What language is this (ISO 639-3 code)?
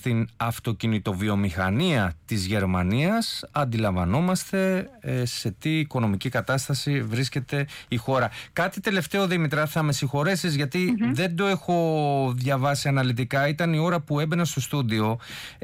ell